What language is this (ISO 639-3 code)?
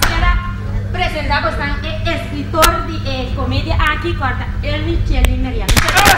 pap